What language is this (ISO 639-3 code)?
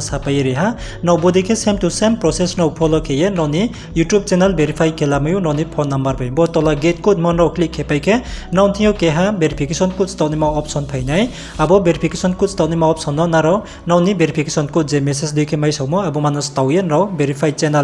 ria